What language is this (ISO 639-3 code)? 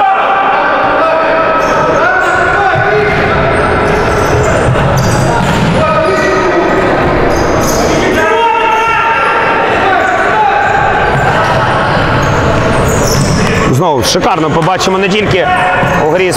ukr